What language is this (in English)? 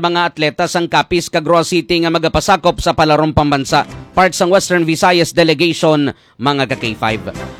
Hiligaynon